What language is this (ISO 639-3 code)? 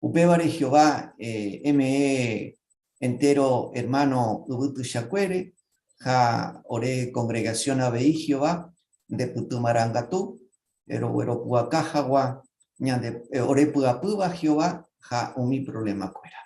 grn